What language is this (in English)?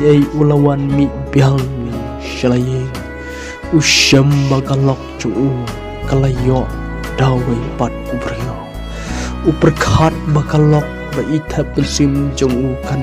Khasi